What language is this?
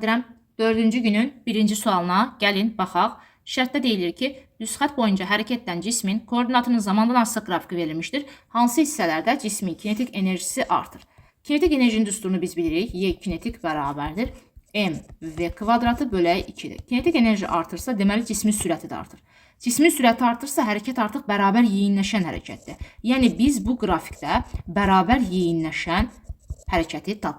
Azerbaijani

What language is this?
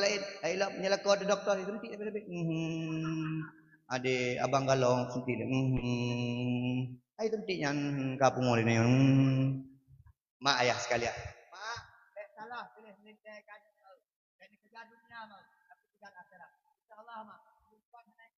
Achinese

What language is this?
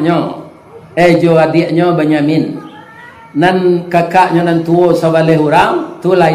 Minangkabau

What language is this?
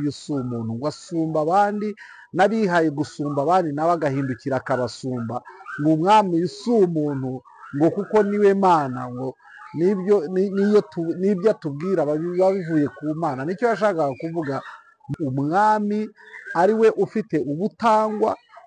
Kinyarwanda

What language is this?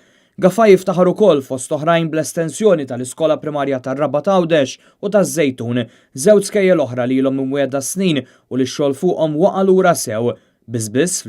Maltese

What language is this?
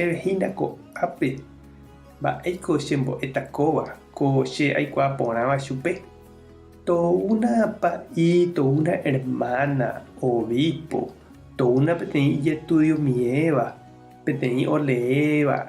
Guarani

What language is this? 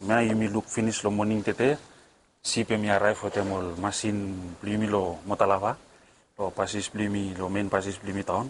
Bislama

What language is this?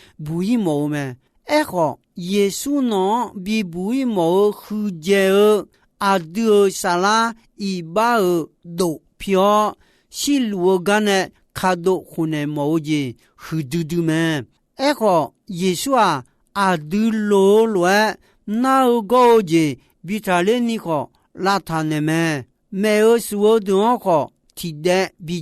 Akha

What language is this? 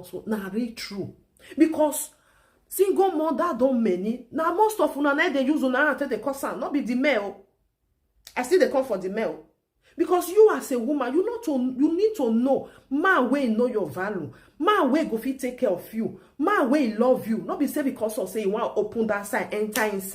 Nigerian Pidgin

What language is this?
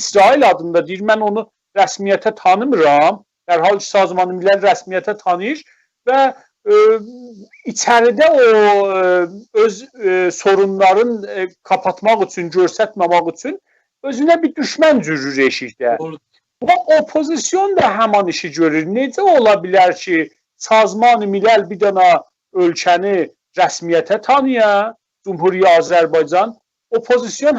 South Azerbaijani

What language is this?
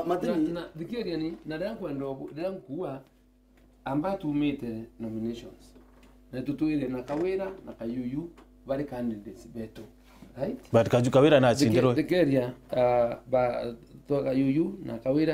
Meru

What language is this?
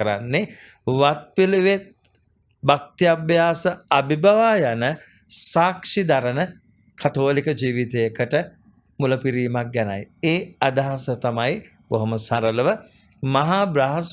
Sinhala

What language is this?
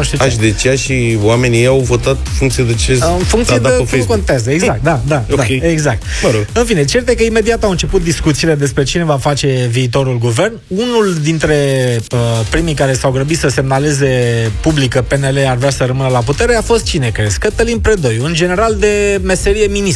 Romanian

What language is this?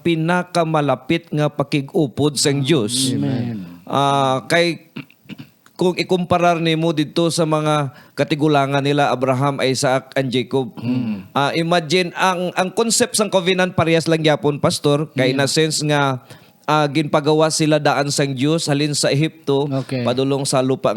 Hiligaynon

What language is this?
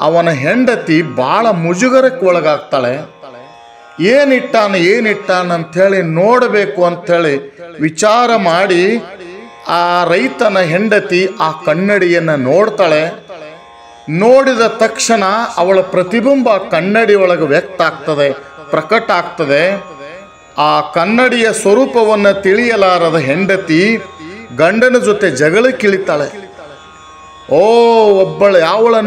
Kannada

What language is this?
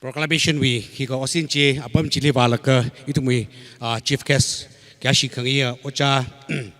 Tangkhul Naga (India)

